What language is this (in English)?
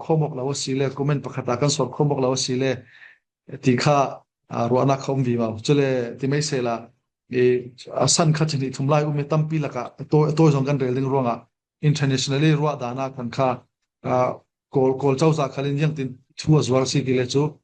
Falam Chin